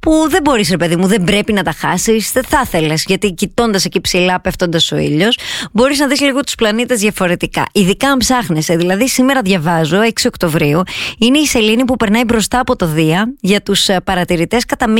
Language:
Greek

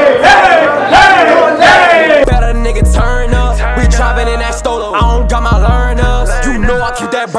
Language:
English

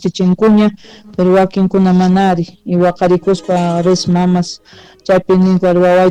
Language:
South Bolivian Quechua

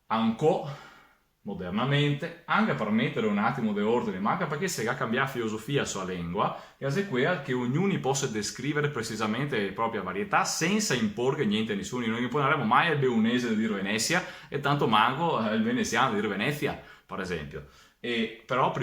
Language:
Venetian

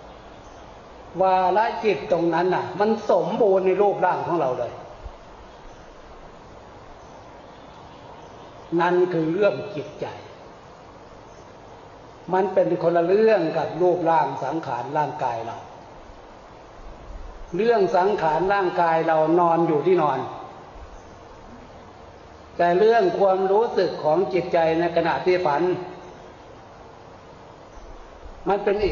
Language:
Thai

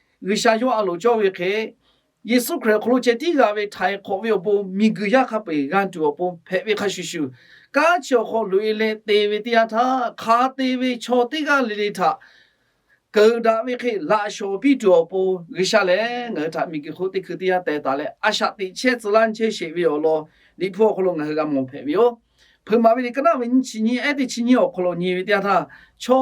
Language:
Lahu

